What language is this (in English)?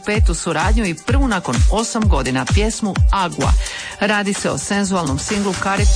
Croatian